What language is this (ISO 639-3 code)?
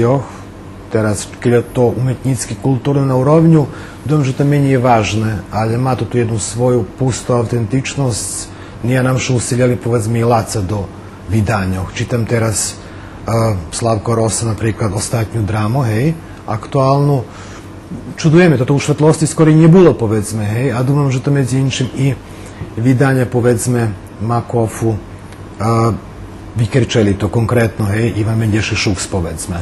rue